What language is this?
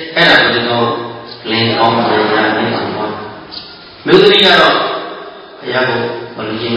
Burmese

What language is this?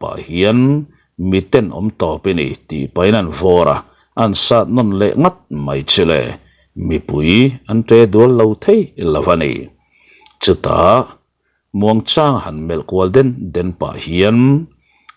Mizo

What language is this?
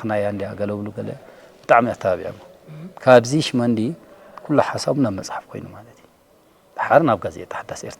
Tigrinya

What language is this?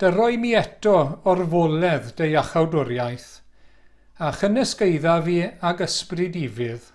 Welsh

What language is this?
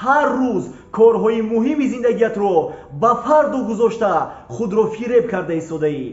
Tajik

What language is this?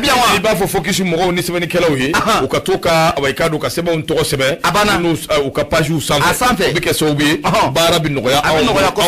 Bambara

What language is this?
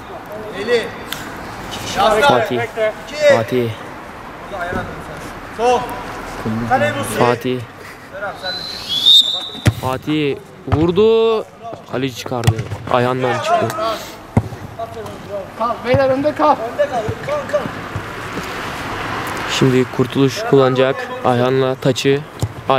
Turkish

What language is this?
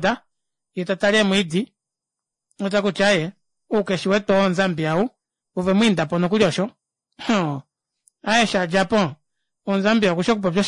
Kuanyama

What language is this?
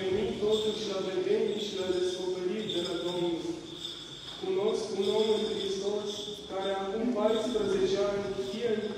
Romanian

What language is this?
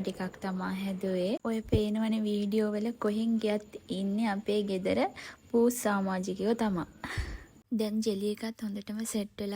Sinhala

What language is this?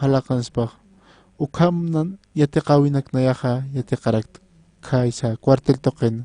Aymara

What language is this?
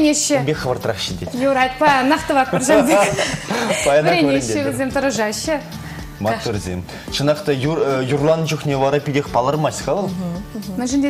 Chuvash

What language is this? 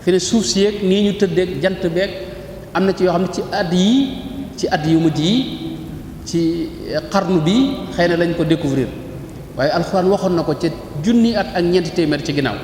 Wolof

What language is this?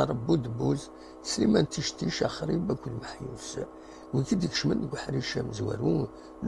Kabyle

